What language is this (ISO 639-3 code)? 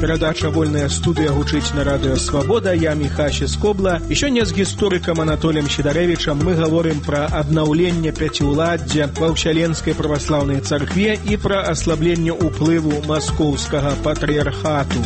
bel